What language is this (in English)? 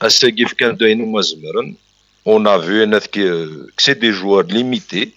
Kabyle